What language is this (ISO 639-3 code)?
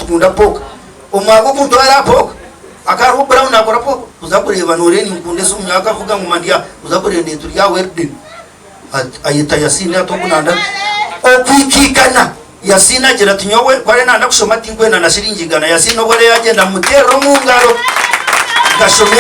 nyn